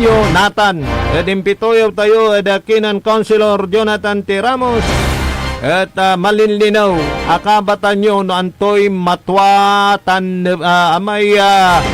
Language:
Pangasinan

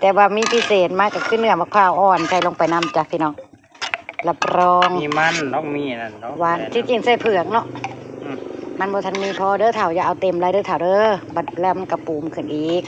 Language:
Northeastern Thai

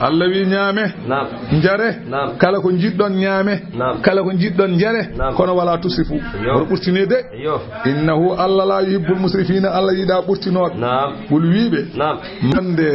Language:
Fula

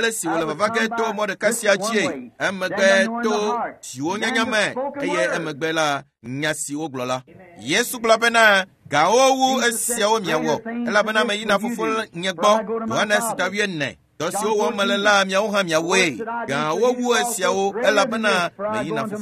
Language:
Ewe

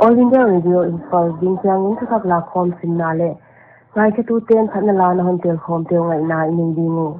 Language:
Paite Chin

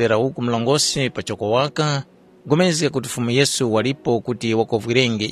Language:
Tumbuka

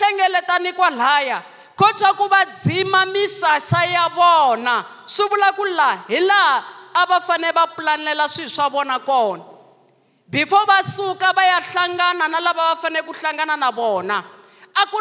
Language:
Tsonga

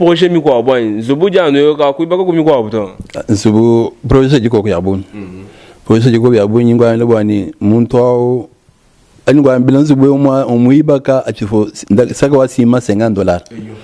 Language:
Luba-Lulua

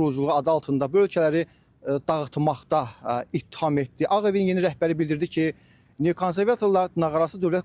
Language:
Azerbaijani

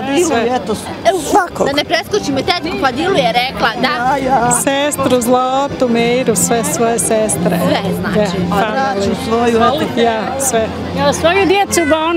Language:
Bosnian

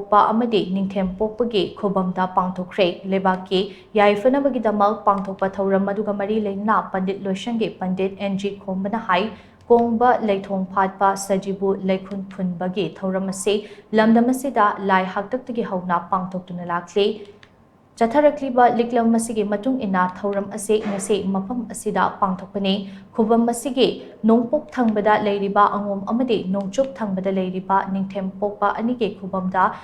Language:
Manipuri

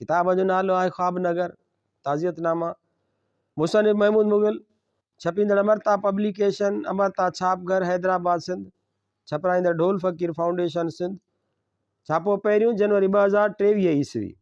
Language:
Sindhi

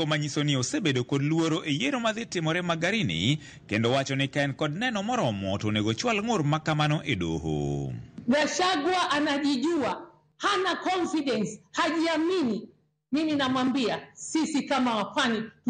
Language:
Luo (Kenya and Tanzania)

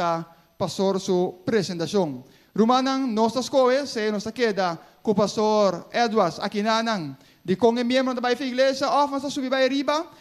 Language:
Papiamento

